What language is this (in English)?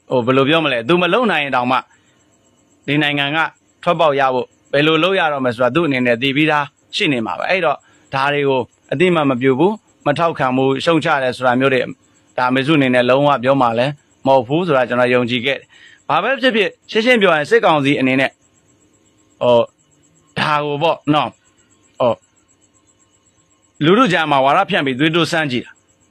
Burmese